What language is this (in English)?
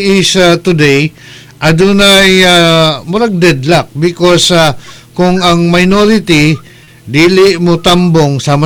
Cebuano